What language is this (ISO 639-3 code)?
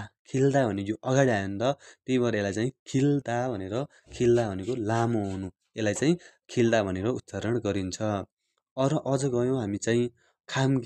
nep